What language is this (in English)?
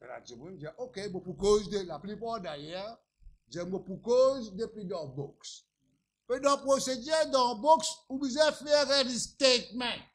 Morisyen